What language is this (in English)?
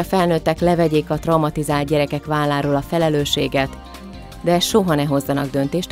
Hungarian